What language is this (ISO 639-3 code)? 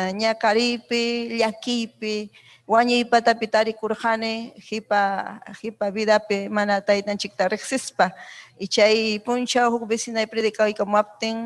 quy